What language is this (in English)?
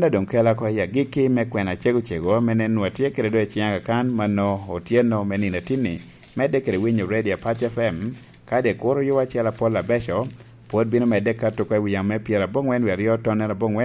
Lango (Uganda)